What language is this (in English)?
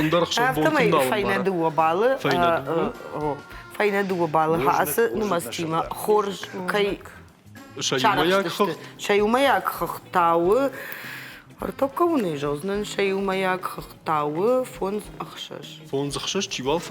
Ossetic